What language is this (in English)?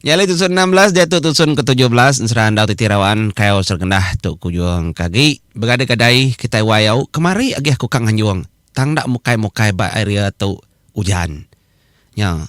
Iban